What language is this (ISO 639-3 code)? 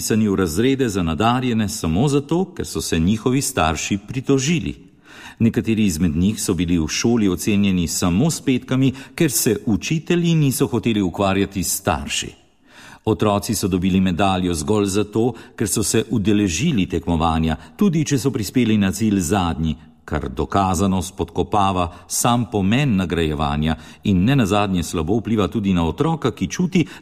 slv